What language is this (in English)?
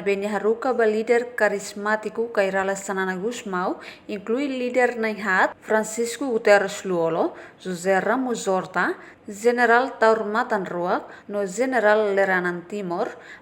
Tetum